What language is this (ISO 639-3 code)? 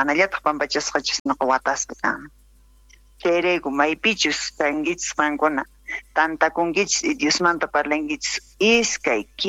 quh